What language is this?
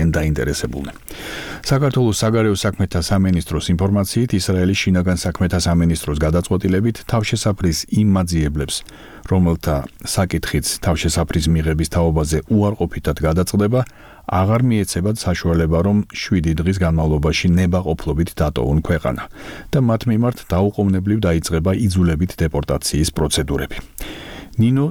Georgian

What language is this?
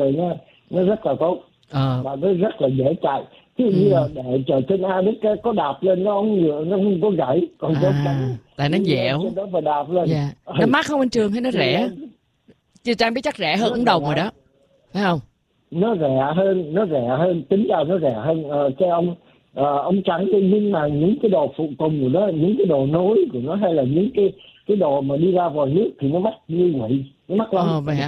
Vietnamese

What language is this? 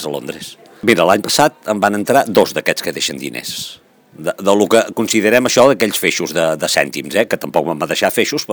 Catalan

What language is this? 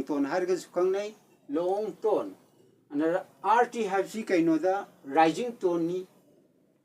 Manipuri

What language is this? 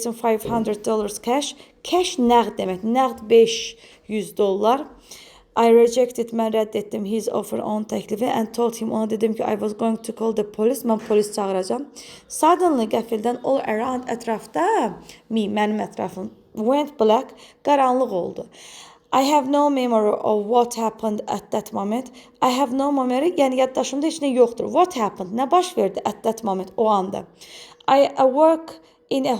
Azerbaijani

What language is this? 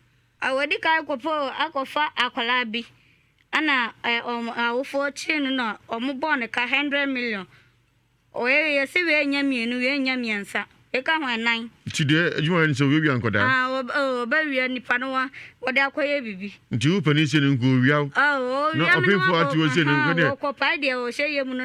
Akan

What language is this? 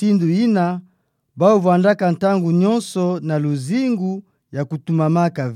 Kituba (Democratic Republic of Congo)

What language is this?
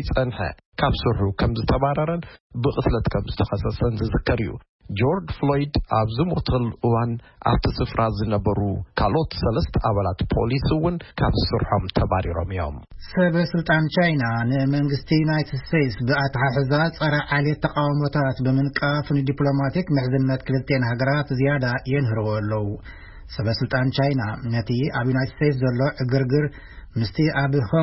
Tigrinya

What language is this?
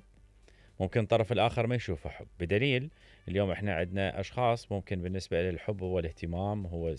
Mesopotamian Arabic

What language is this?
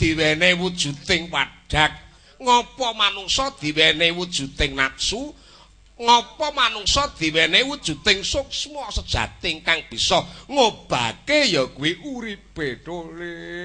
Javanese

